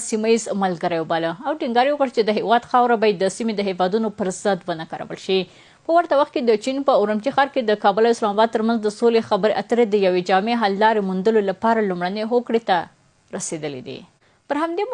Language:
Pashto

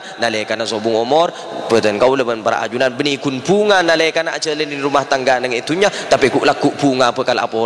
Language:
Madurese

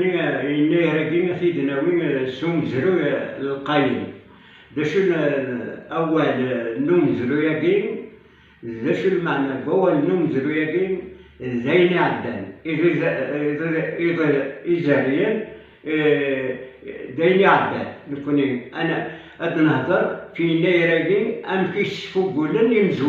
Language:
Kabyle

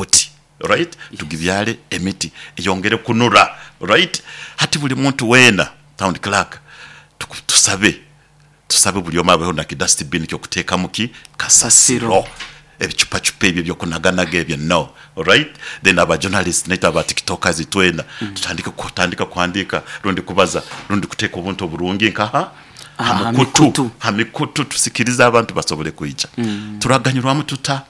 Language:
Nyoro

